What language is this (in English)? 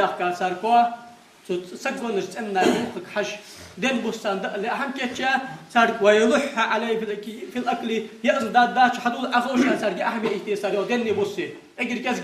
Ingush